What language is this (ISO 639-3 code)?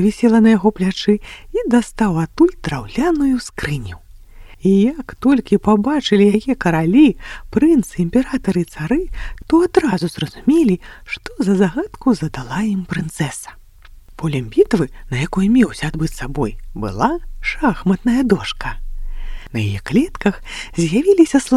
bel